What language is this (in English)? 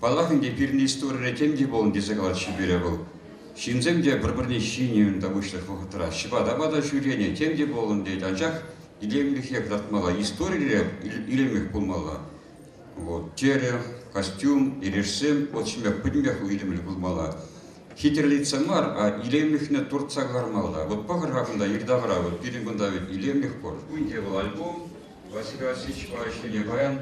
Chuvash